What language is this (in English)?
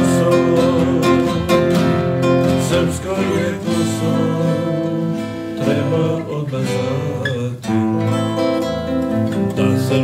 Serbian